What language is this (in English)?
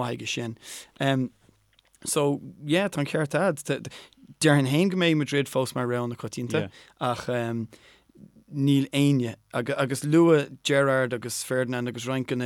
Irish